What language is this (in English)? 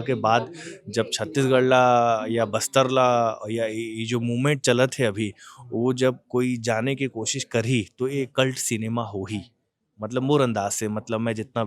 Chhattisgarhi